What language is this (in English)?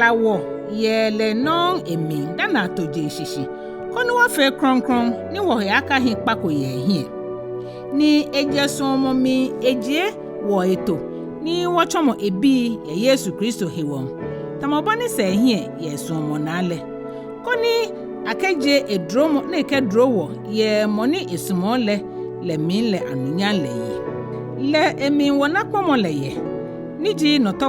Ga